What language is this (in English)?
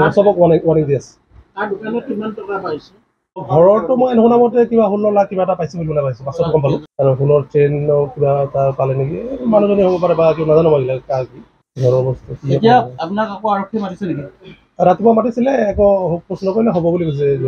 Assamese